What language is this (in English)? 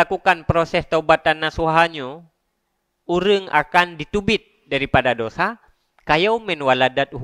Achinese